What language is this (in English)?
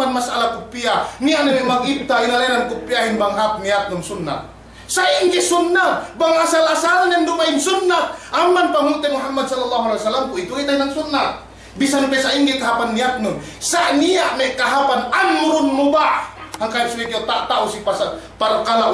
Yakan